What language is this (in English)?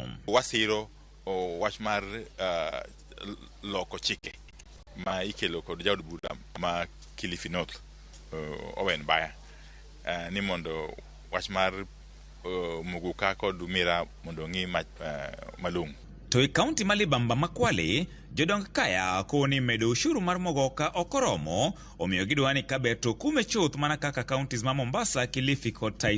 Luo (Kenya and Tanzania)